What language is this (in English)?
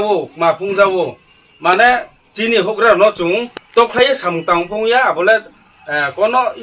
Riang (India)